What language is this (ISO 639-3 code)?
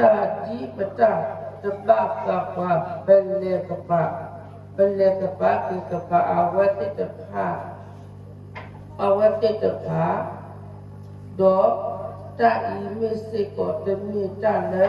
ksw